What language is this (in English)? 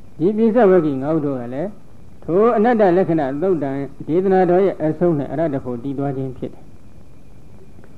Burmese